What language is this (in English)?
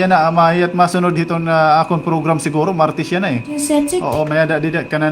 Waray